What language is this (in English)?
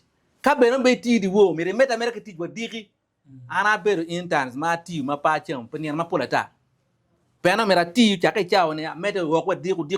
Acoli